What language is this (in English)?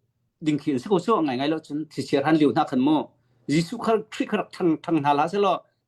Hakha Chin